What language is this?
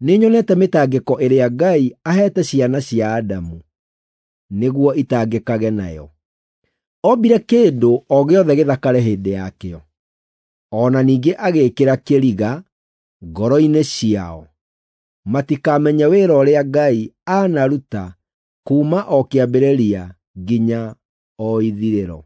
Kikuyu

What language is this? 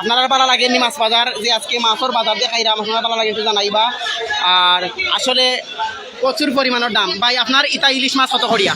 Sylheti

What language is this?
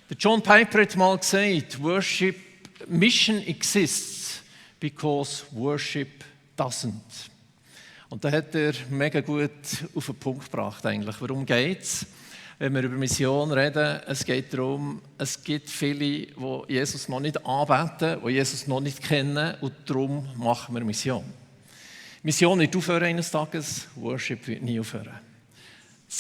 Swiss German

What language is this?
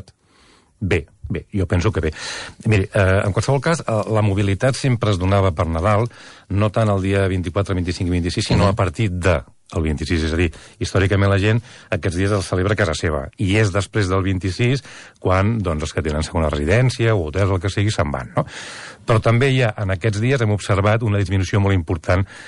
Catalan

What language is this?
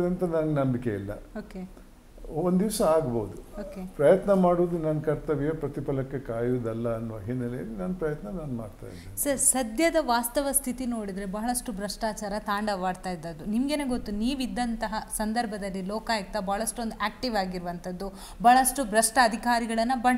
Kannada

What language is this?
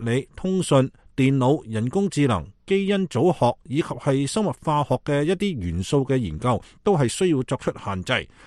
Cantonese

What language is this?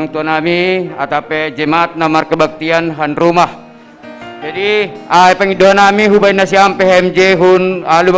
Batak Simalungun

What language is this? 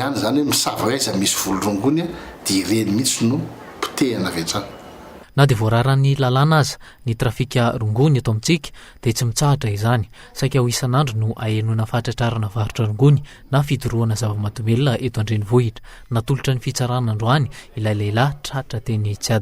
Malagasy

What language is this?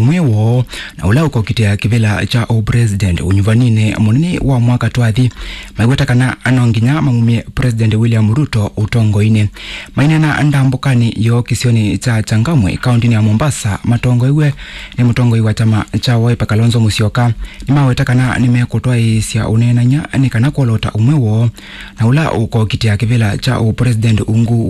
Kamba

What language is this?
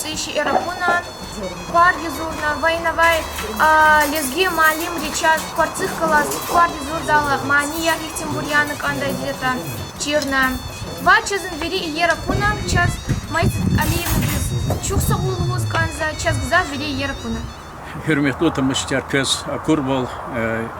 Lezghian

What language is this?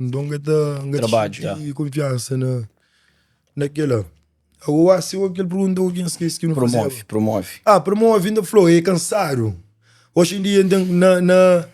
Kabuverdianu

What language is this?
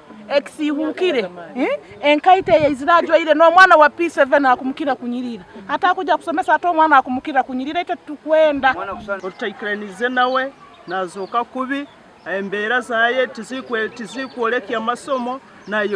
Nyankole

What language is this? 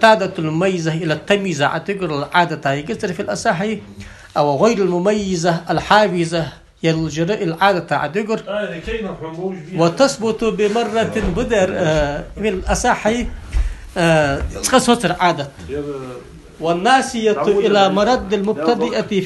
Ingush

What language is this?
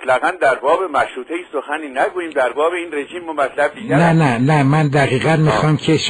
Persian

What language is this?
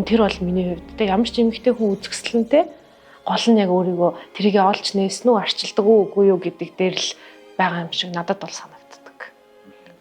Mongolian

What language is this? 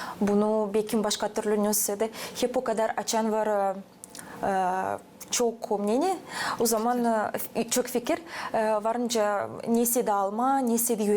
Gagauz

